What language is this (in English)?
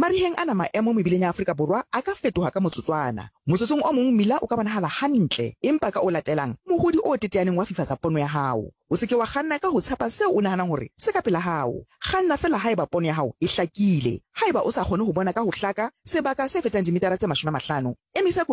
Southern Sotho